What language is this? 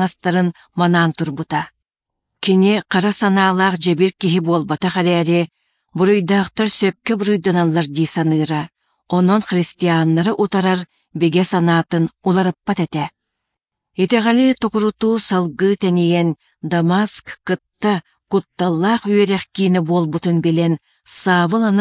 Yakut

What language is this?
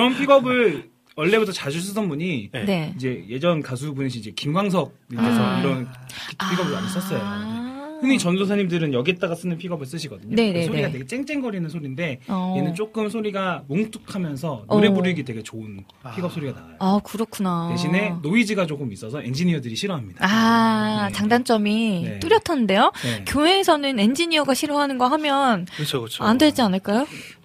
Korean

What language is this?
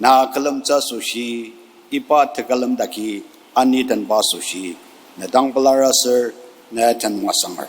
Ao Naga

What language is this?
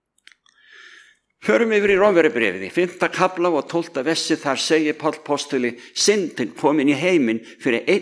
Icelandic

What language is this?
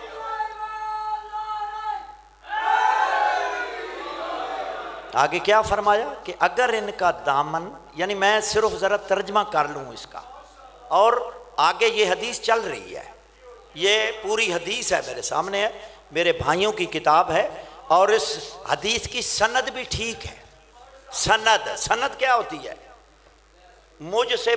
Urdu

